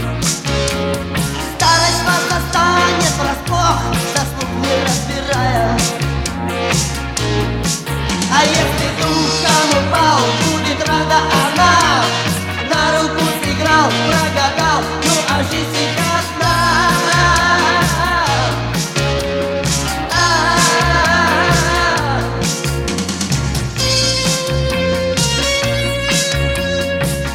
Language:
Russian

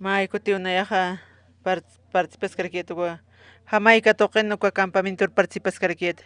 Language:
Aymara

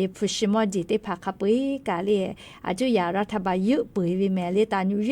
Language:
Lahu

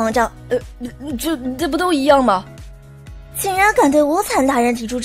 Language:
Chinese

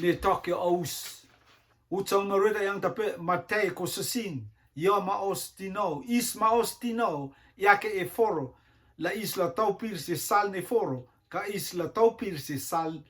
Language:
Rotuman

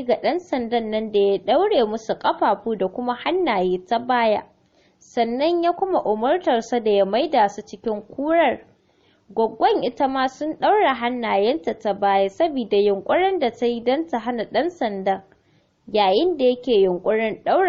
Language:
Hausa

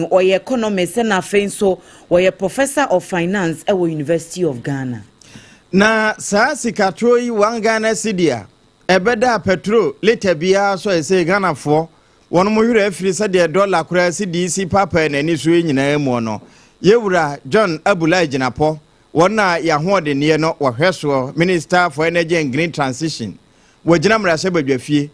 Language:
Akan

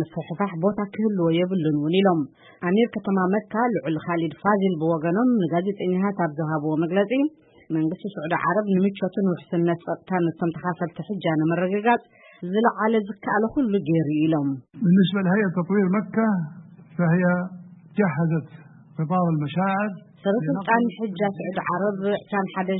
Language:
Tigrinya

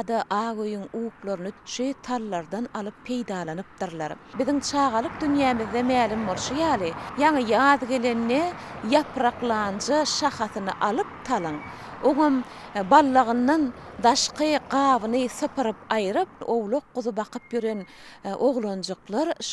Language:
Turkmen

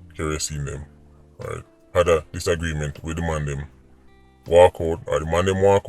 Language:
Jamaican Creole English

